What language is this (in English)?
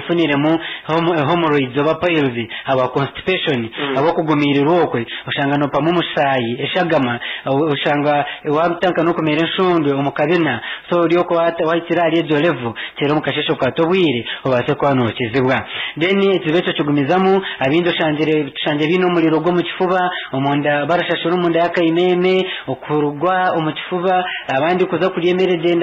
Nyankole